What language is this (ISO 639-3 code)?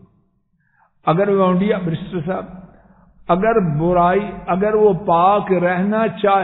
urd